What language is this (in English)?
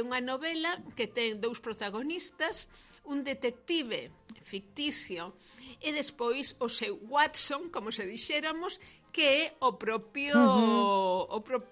Galician